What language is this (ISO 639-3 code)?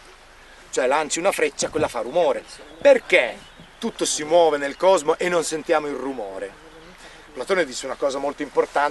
ita